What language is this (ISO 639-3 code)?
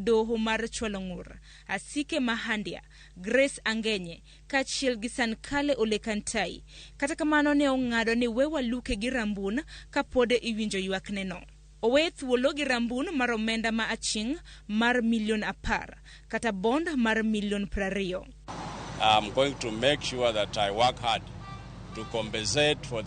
luo